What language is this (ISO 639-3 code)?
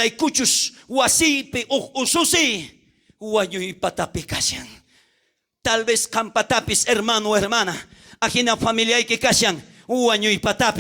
quh